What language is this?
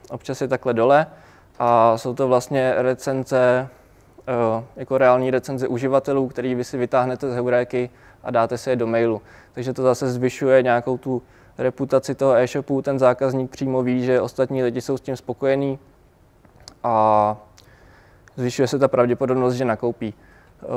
Czech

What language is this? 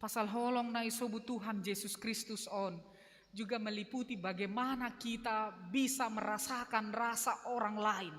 Batak Simalungun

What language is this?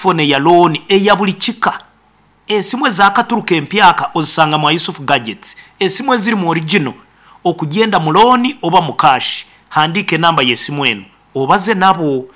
Nyankole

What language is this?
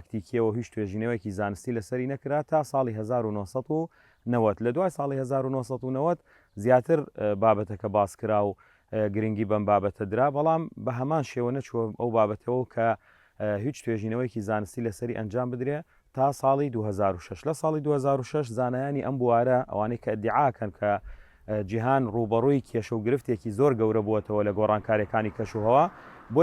Central Kurdish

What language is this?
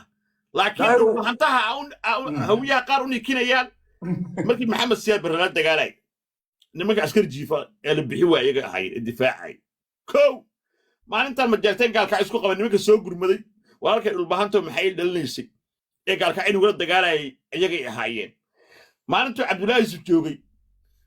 Somali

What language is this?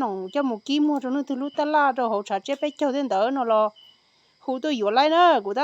Hmong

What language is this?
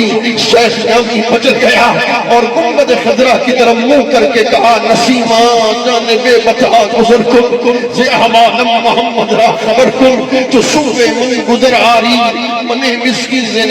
Saraiki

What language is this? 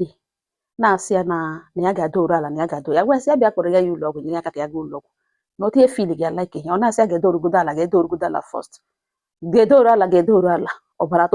Igbo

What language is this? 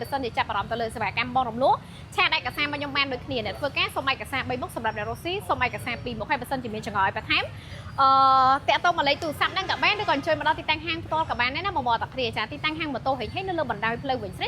Khmer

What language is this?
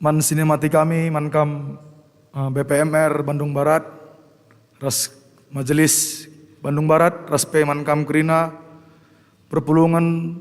Batak Karo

